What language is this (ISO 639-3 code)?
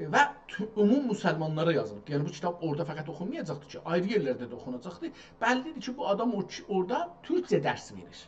azb